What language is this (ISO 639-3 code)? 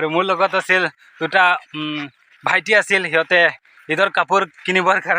asm